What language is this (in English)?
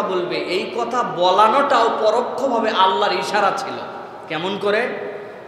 Bangla